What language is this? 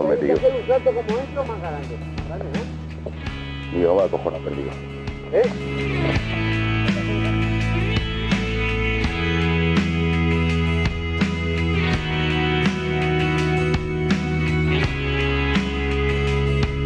Spanish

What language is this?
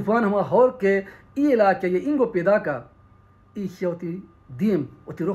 Baluchi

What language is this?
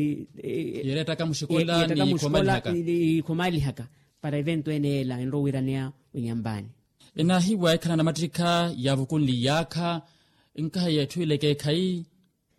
Makhuwa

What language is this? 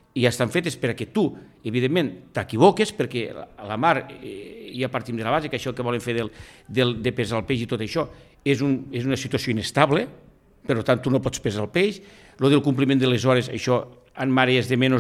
Catalan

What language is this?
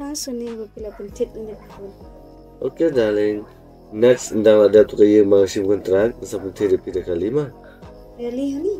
Khasi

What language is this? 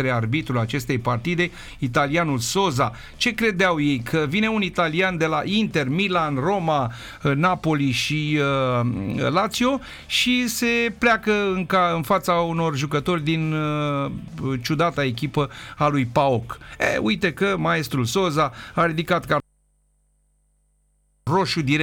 Romanian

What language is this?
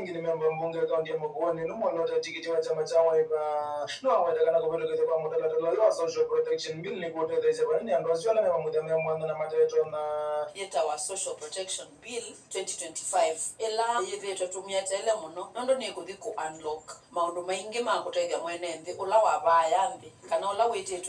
Kamba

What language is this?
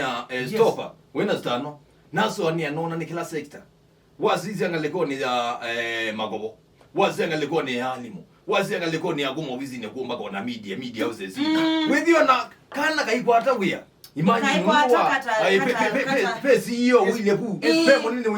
Kamba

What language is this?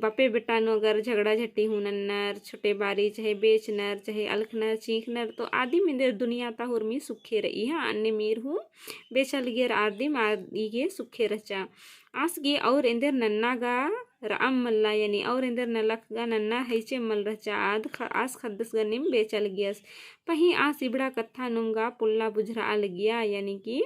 Kurukh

